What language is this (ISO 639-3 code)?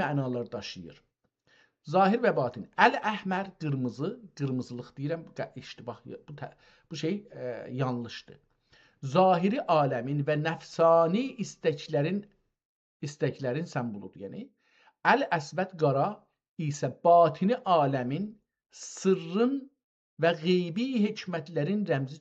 azb